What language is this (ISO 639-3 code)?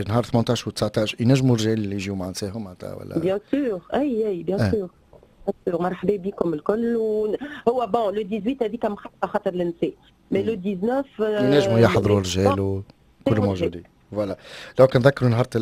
aeb